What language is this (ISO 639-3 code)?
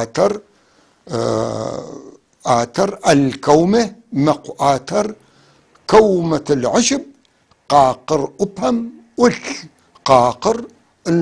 apc